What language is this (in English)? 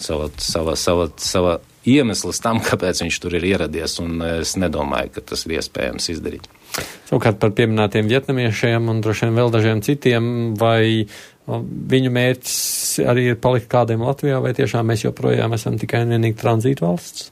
Latvian